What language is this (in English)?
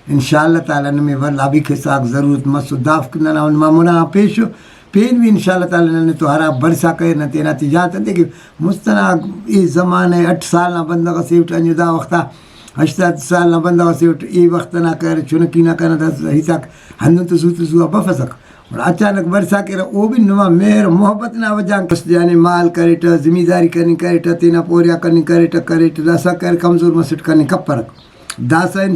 Brahui